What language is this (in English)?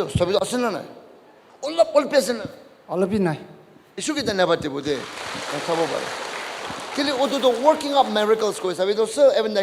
Naga Pidgin